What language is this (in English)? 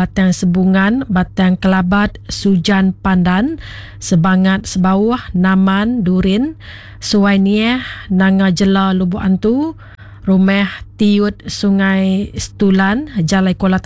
Iban